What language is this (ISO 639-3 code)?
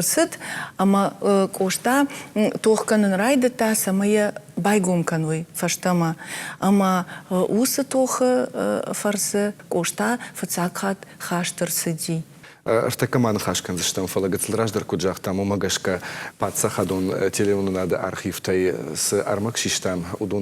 oss